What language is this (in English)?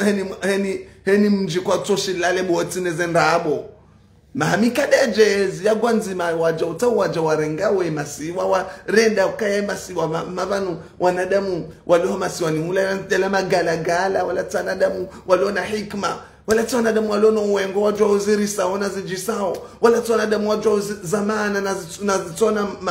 Ngazidja Comorian